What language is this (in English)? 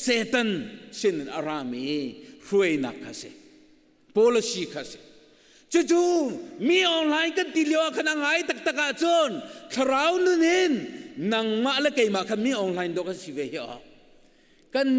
Hakha Chin